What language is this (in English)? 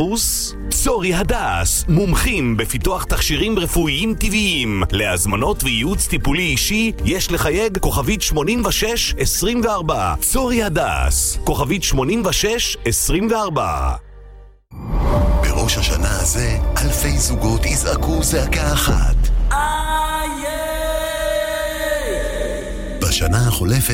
Hebrew